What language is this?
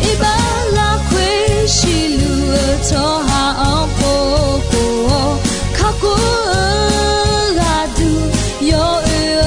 Akha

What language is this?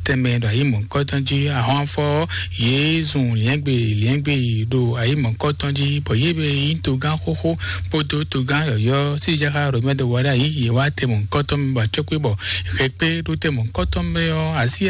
Fon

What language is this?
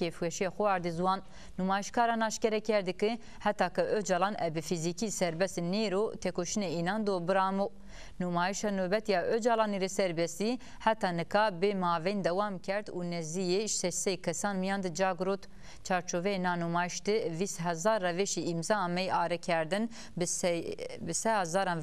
Zaza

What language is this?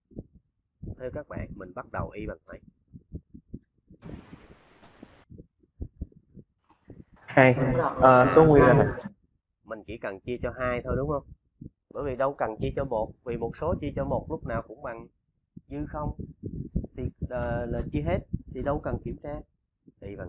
Vietnamese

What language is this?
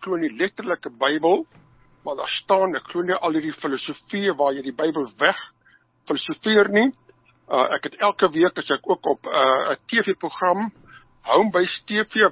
Afrikaans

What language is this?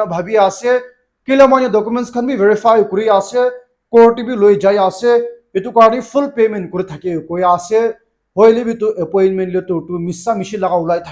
Naga Pidgin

